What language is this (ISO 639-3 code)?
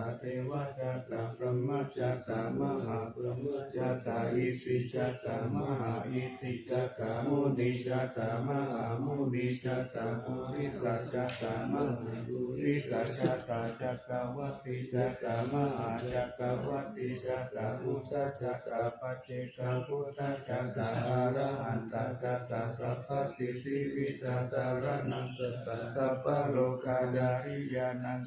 pli